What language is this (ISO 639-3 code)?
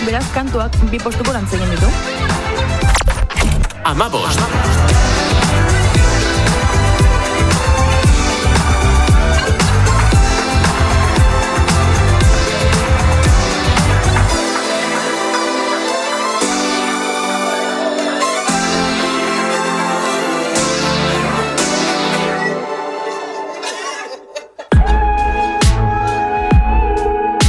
eus